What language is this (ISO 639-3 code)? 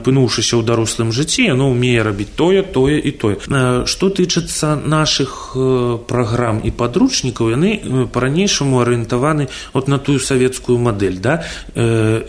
bel